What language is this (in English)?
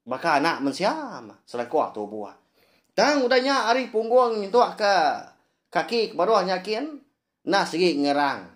Iban